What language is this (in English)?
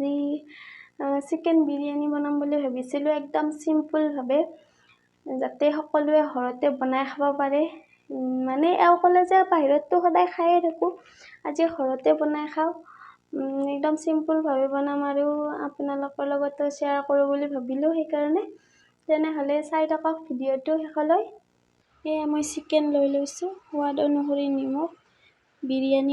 Assamese